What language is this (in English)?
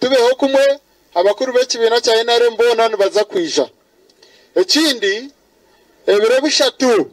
Nyankole